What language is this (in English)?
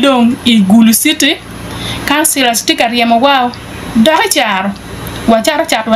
Acoli